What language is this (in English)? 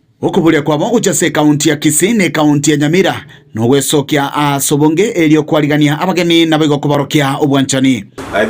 Gusii